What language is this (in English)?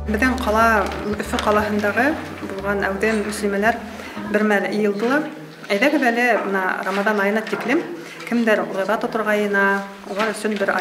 Bashkir